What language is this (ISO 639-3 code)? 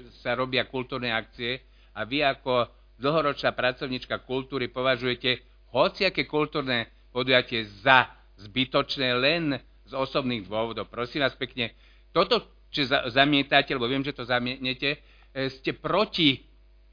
slk